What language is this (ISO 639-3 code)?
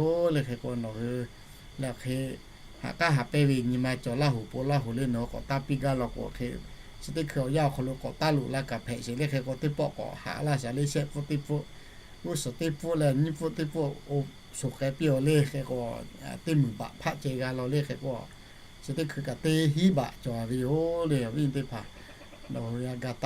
lhu